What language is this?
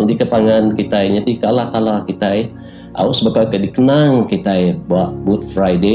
Iban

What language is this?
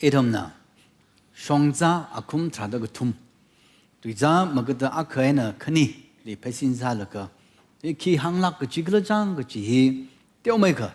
Tangkhul Naga (India)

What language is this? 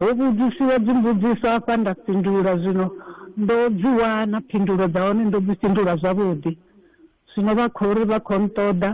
Venda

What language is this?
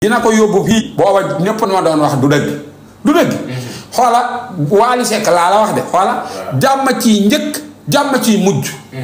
Wolof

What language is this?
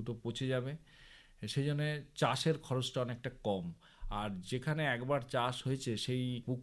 Bangla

